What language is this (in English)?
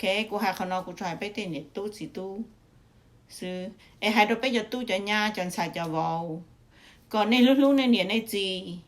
Hmong